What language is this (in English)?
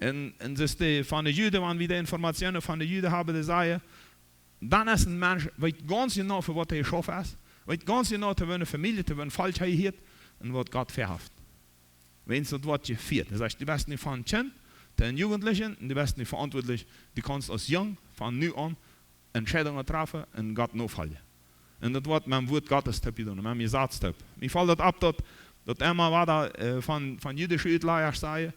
Plautdietsch